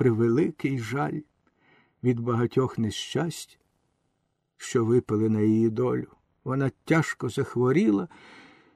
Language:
Ukrainian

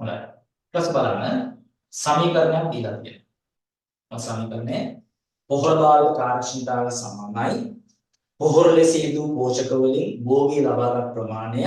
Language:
Sinhala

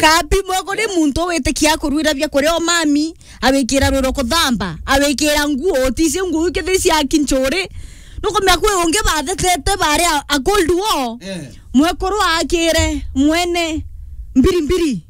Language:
Meru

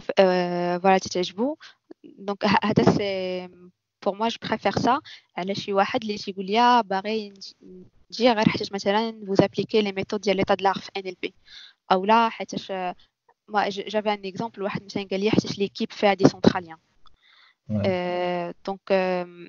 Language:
Moroccan Arabic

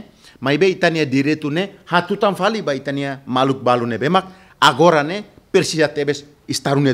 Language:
Tetum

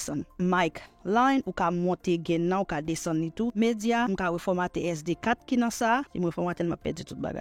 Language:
Haitian Creole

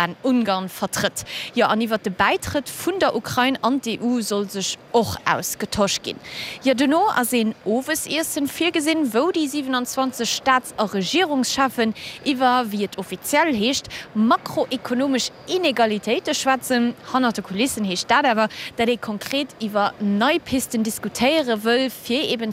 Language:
Luxembourgish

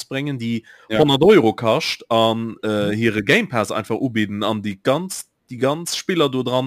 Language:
Luxembourgish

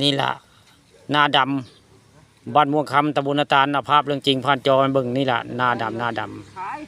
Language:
Northeastern Thai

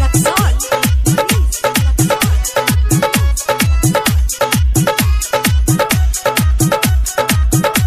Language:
Bhojpuri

